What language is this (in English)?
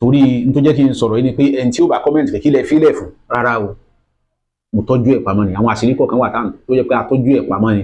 Yoruba